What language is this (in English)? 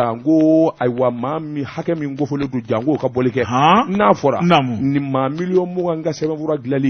Bambara